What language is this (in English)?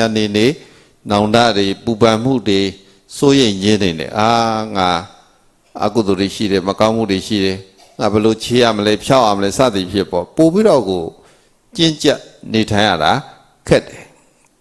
Burmese